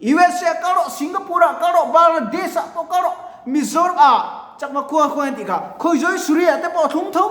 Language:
Mizo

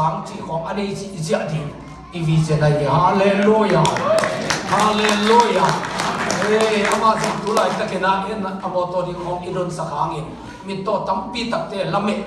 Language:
Tedim Chin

